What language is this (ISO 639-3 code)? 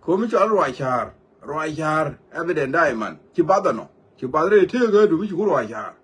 nus